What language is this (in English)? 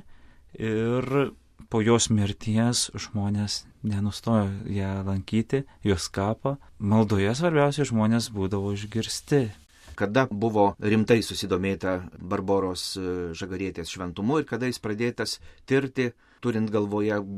Lithuanian